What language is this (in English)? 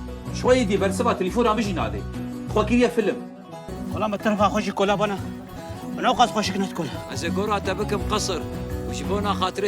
Kurdish